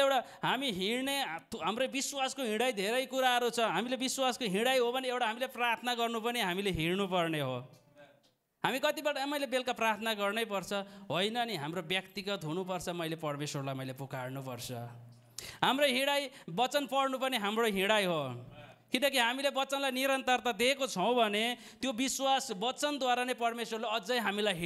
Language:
Nepali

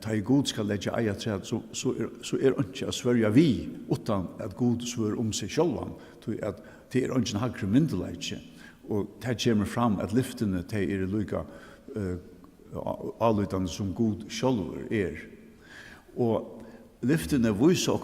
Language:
Faroese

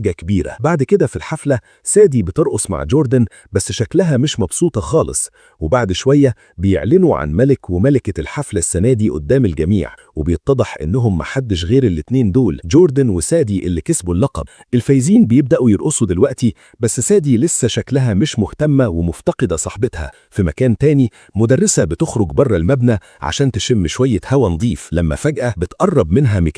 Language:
Egyptian Arabic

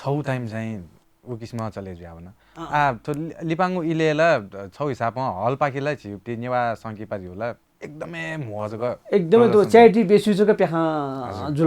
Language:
Newari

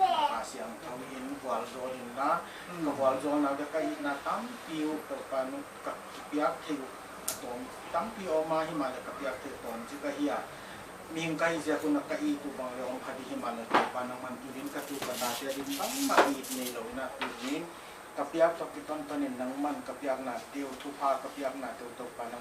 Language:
Paite Chin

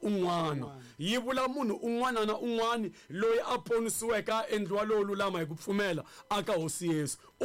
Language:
Tsonga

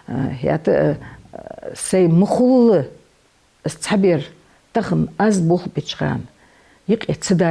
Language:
Ingush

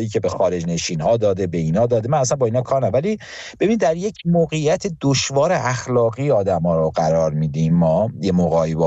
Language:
Persian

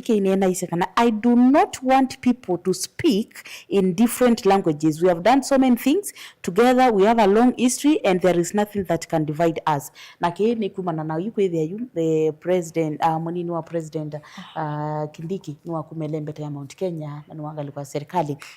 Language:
Kamba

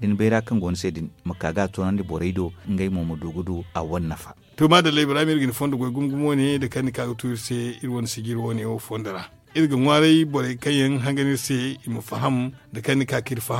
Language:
Zarma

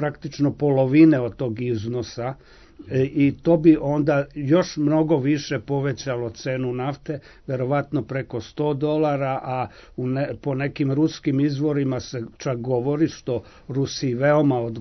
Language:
Serbian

